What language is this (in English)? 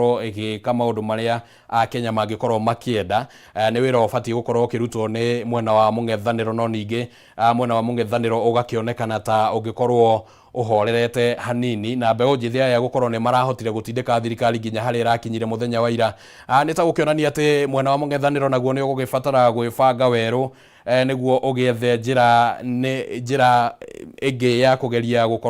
Kikuyu